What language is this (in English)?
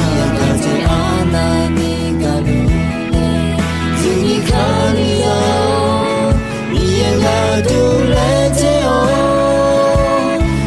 Akha